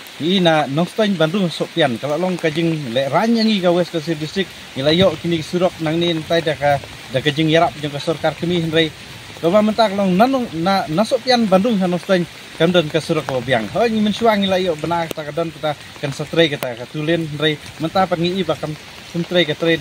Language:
Khasi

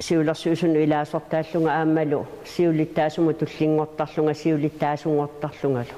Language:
Kalaallisut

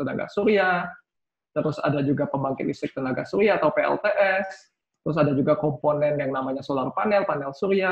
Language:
Indonesian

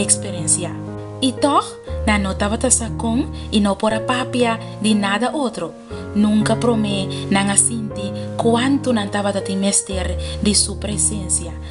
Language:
Papiamento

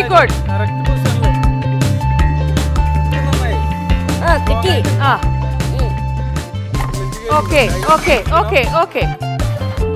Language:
Malayalam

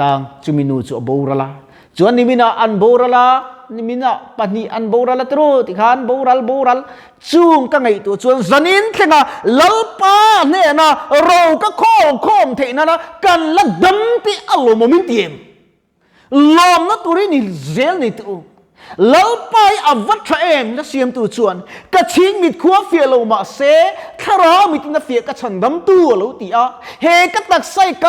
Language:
Mizo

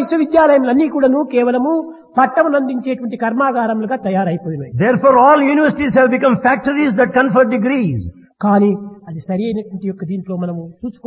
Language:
Telugu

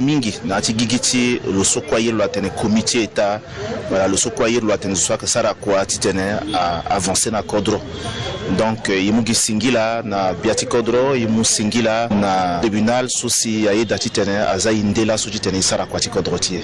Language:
Sango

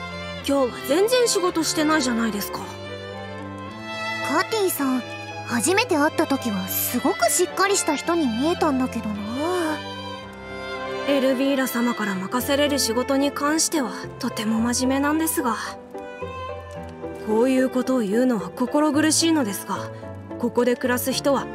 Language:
Japanese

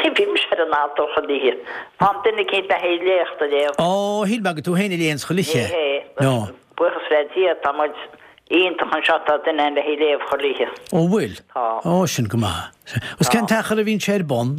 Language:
Irish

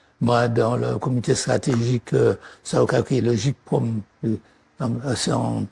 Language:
Guadeloupean Creole French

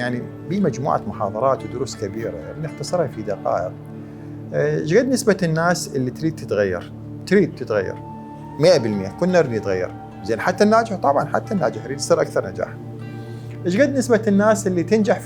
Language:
Mesopotamian Arabic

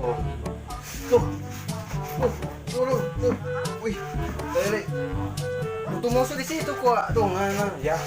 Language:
Manado Malay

